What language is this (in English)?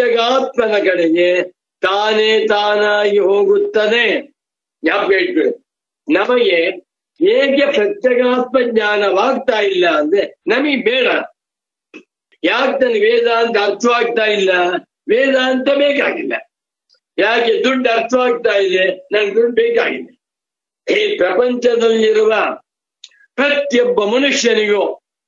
Kannada